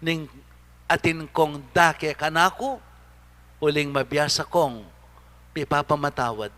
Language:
Pampanga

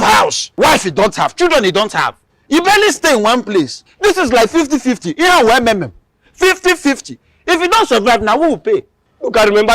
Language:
Nigerian Pidgin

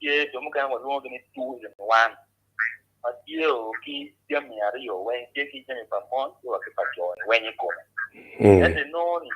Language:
Acoli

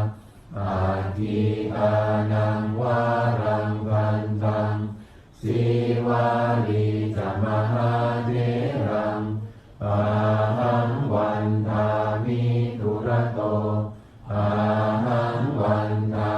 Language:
Pali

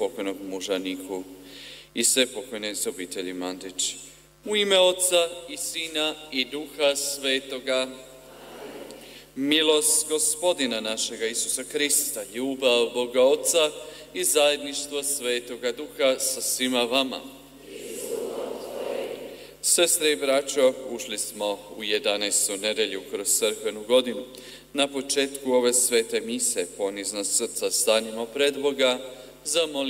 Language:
Croatian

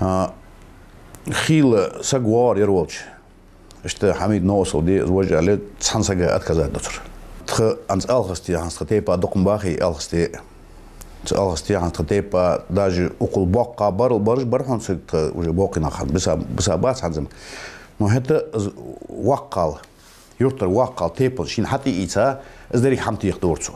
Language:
Ingush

